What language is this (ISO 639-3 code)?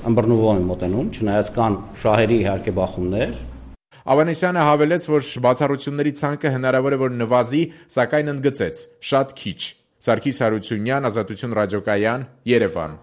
hye